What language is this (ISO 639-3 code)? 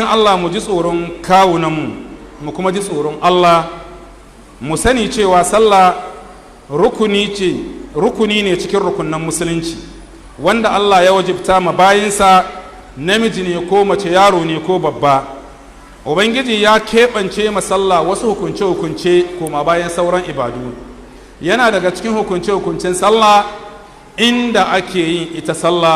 hau